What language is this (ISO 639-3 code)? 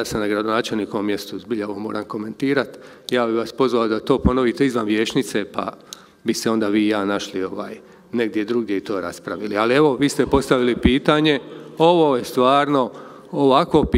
hrv